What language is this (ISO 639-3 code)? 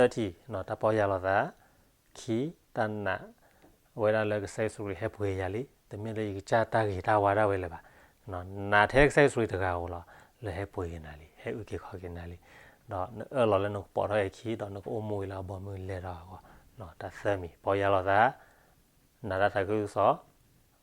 ksw